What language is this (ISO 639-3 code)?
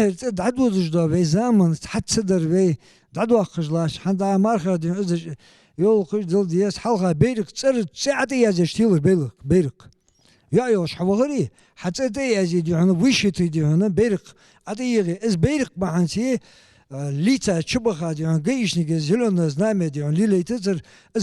inh